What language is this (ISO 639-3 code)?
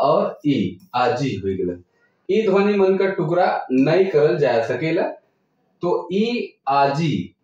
sck